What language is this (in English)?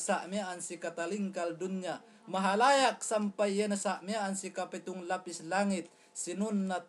Yakan